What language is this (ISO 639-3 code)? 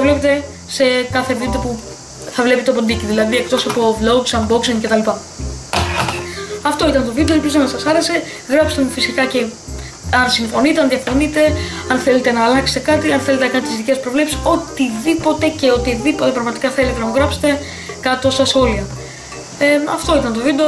ell